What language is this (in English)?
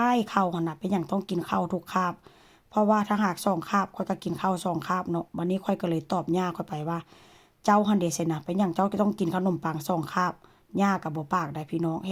Northeastern Thai